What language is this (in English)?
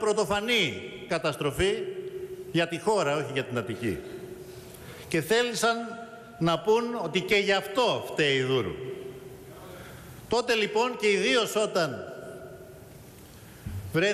Greek